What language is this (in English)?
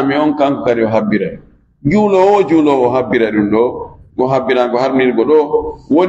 Fula